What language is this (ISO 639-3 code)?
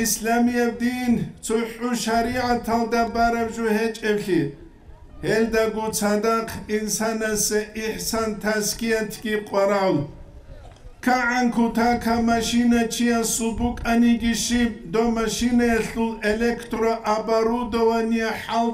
ava